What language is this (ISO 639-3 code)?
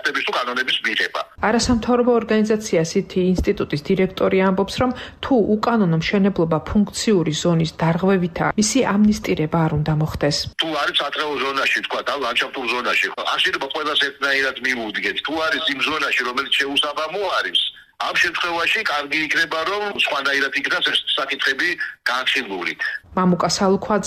kat